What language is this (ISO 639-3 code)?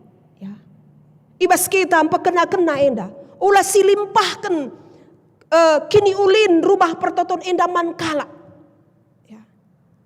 btx